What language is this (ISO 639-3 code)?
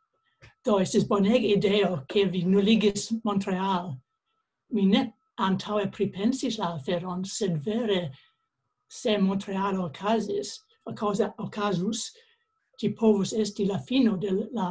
epo